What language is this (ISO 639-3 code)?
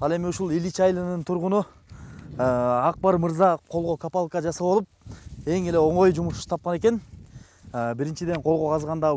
kir